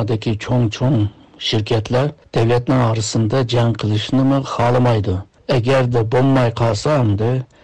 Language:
Uyghur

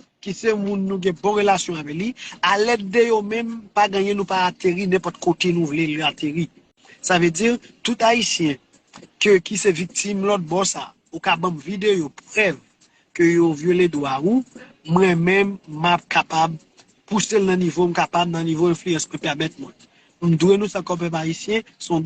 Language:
Haitian Creole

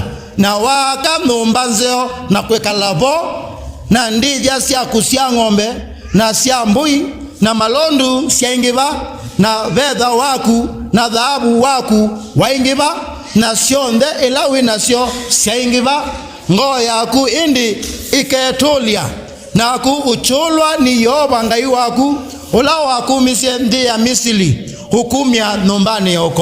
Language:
Kamba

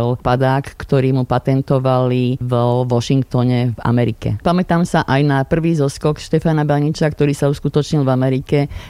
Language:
Slovak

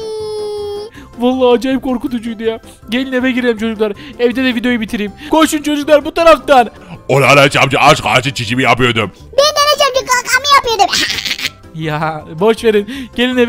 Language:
Turkish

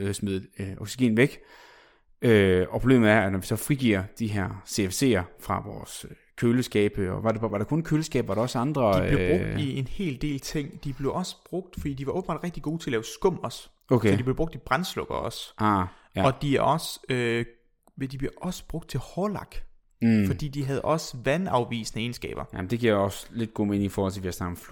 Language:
Danish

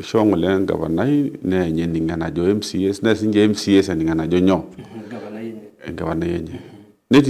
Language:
Masai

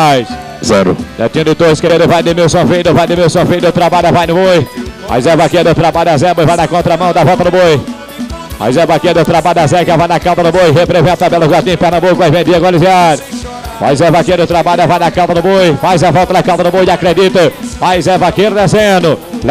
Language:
Portuguese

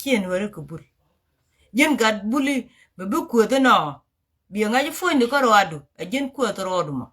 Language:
Nuer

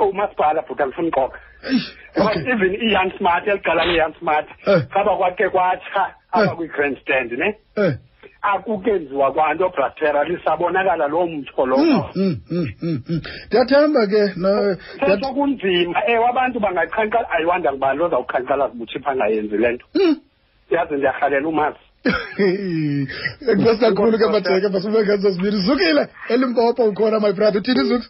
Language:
Xhosa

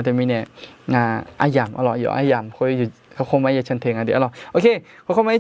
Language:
Akha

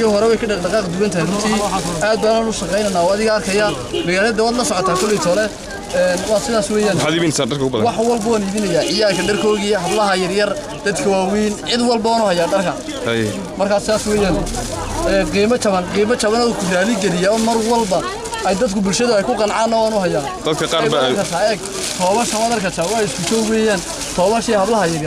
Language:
Somali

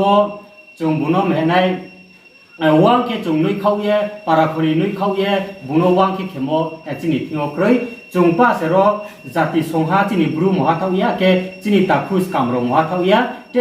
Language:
Riang (India)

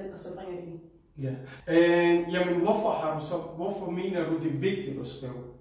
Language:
Danish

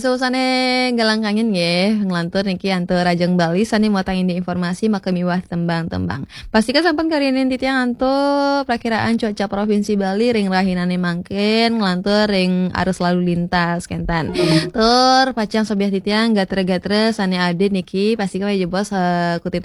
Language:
Balinese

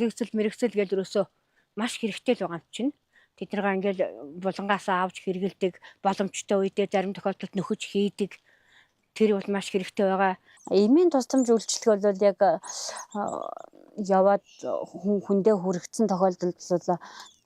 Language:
Mongolian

